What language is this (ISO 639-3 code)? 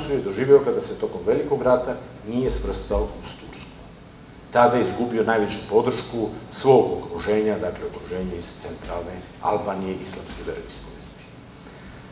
srp